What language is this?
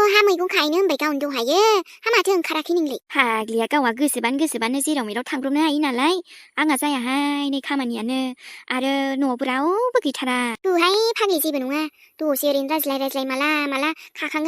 Bodo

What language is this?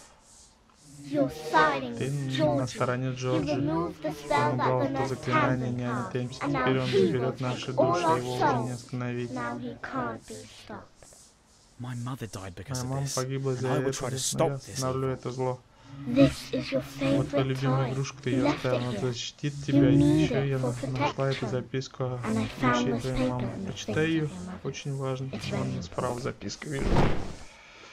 Russian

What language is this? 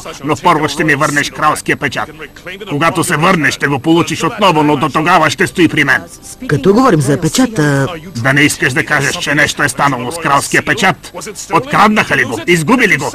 Bulgarian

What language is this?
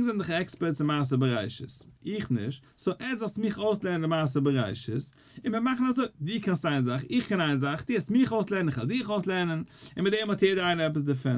Yiddish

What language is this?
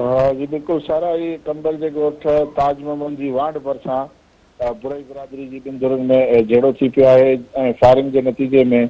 Sindhi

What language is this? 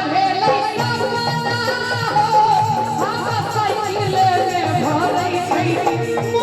Maithili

